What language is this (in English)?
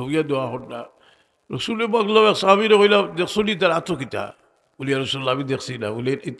Sylheti